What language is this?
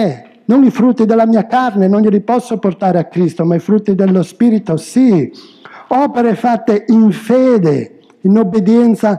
Italian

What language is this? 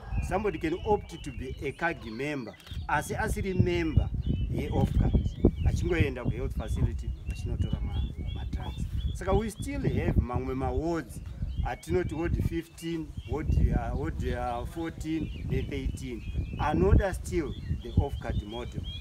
Shona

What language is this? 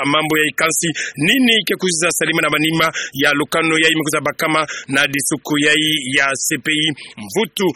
Kituba (Democratic Republic of Congo)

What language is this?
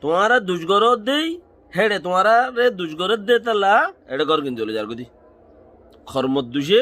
Rohingya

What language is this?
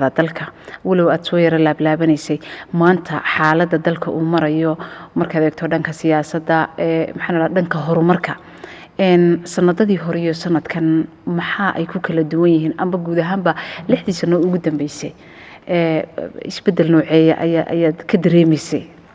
Somali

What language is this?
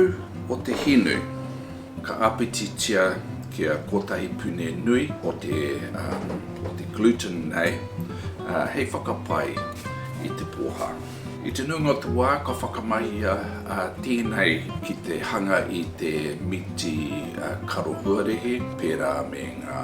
Māori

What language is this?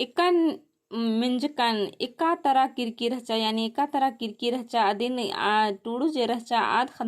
Kurukh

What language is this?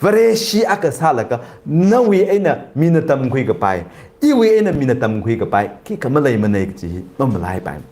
Tangkhul Naga (India)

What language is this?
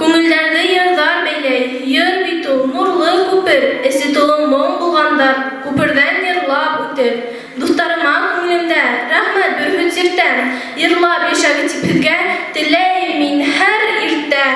Bashkir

